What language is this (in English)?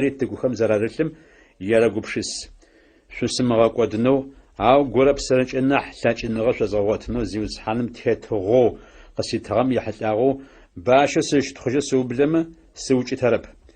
Adyghe